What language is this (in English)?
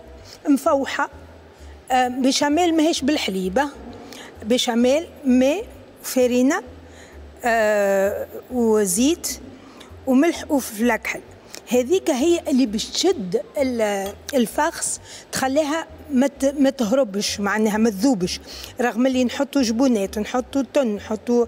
Tunisian Arabic